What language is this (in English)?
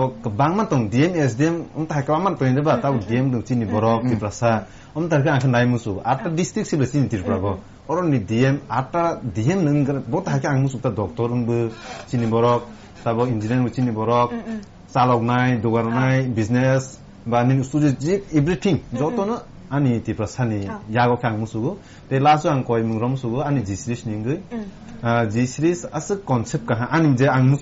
Kok Borok